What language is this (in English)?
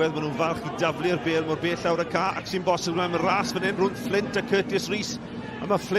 Welsh